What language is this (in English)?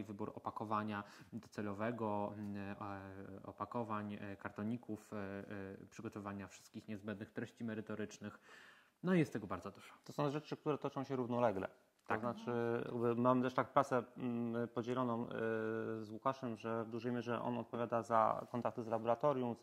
Polish